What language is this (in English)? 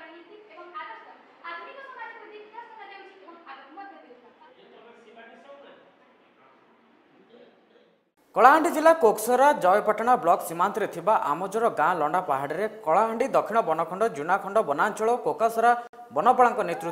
Odia